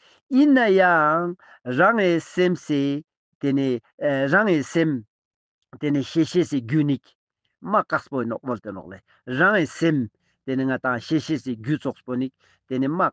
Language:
Ladakhi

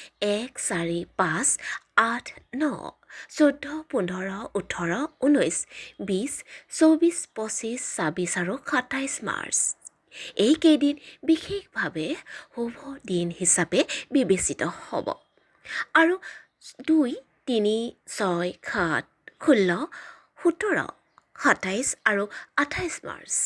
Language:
Assamese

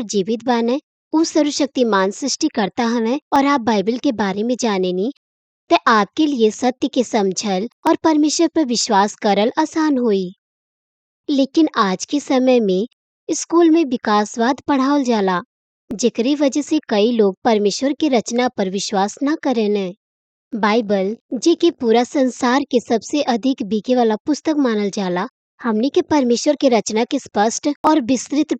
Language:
Bhojpuri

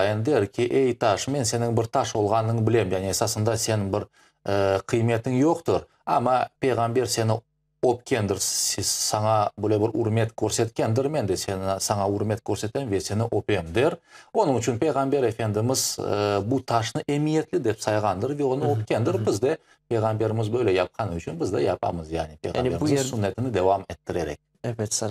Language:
Crimean Tatar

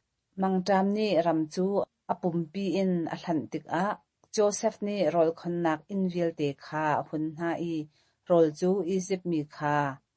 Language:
Hakha Chin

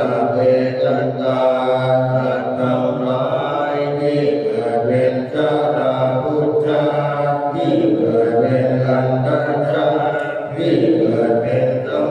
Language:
Pali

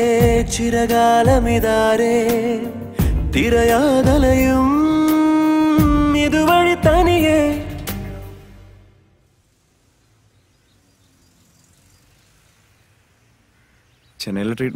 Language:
Malayalam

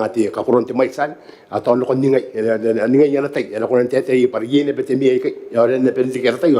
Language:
Gilbertese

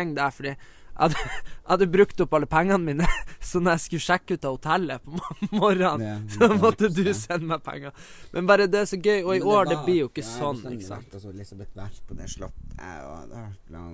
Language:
Norwegian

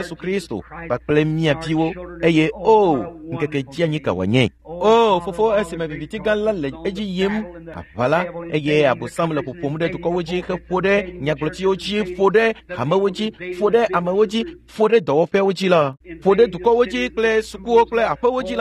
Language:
Ewe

